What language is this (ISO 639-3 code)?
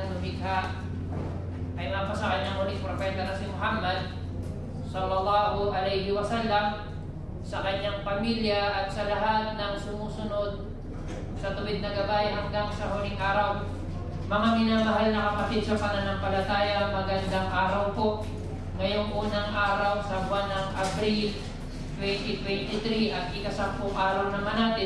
fil